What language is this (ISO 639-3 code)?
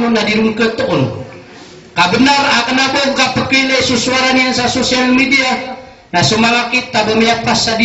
mrw